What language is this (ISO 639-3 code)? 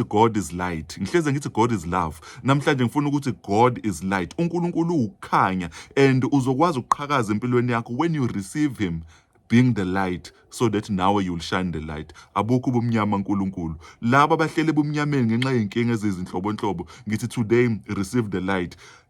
zul